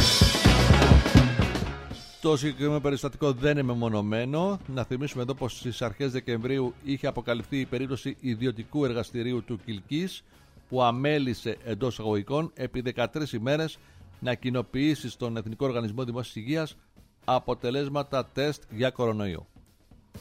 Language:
Greek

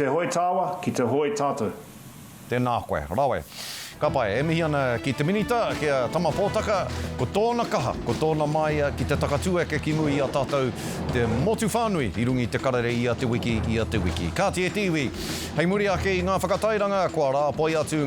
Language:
Māori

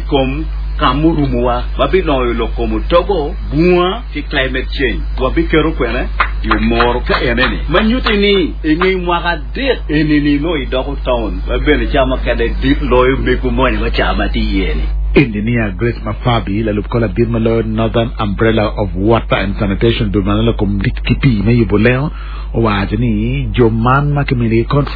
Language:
Acoli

